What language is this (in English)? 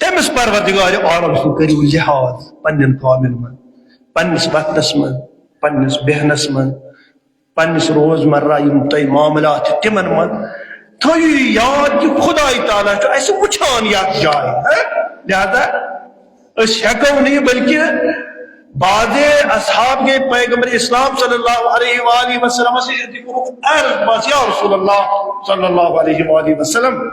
Kashmiri